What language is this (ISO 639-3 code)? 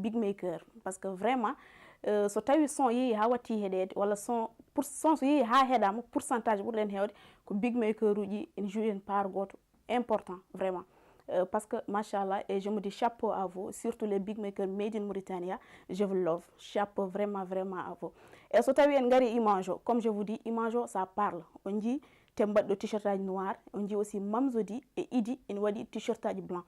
ful